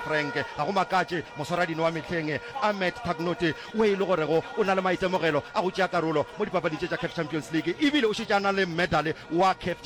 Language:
Northern Sotho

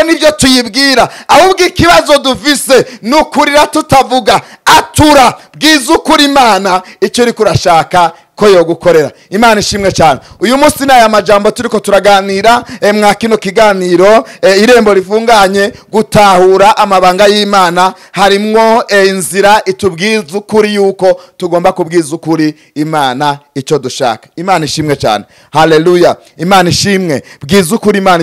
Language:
Rundi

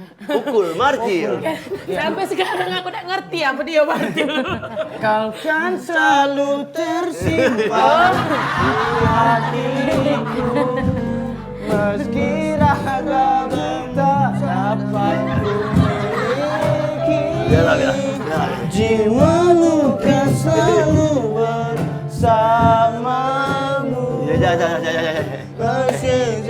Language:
Musi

